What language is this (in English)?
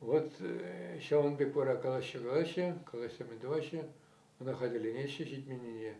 Chuvash